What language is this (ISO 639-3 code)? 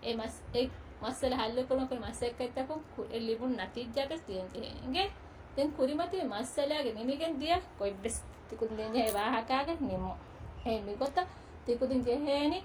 div